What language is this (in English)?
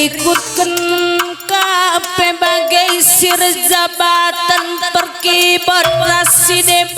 Batak Karo